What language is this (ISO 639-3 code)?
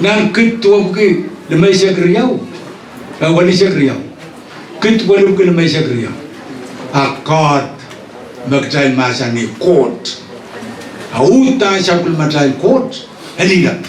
pon